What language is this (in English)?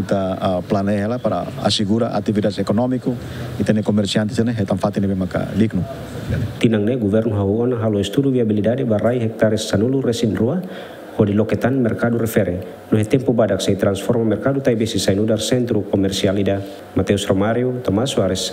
Tetum